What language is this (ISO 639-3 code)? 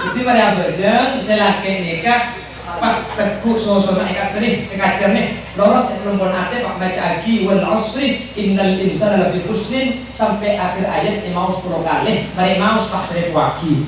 mad